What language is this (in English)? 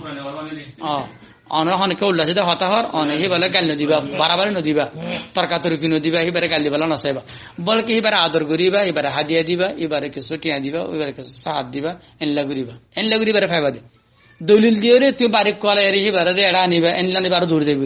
Rohingya